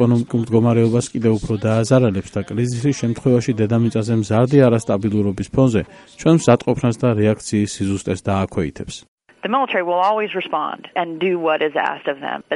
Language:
Georgian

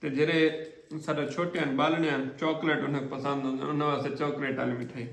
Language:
Saraiki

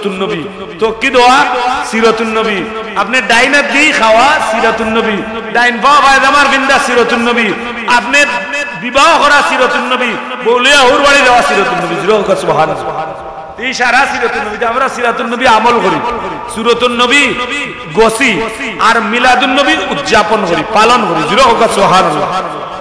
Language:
Sylheti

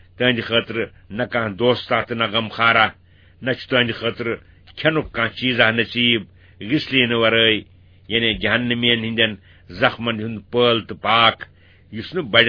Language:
Kashmiri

